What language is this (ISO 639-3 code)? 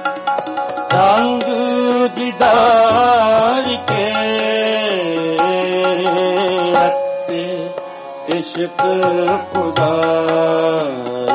pan